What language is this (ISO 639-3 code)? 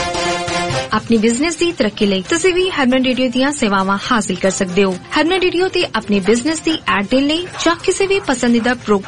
pan